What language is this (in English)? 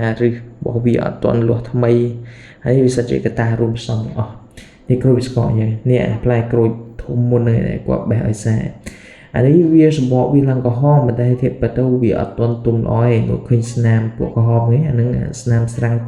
Khmer